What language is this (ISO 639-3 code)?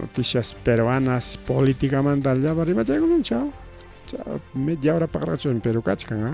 quy